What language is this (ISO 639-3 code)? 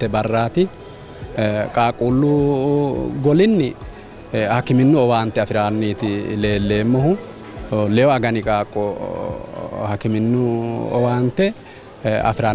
sid